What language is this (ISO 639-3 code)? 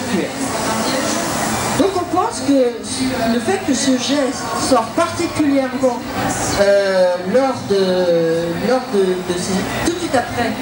fra